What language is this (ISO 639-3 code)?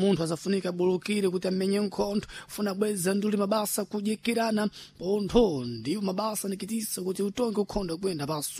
seh